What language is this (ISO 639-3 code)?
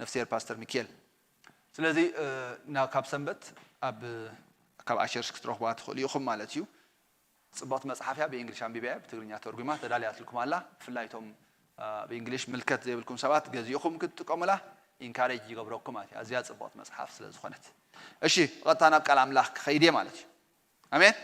tir